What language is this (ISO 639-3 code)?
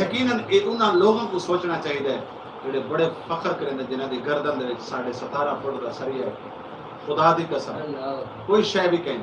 skr